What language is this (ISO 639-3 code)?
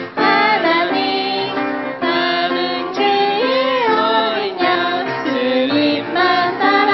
kor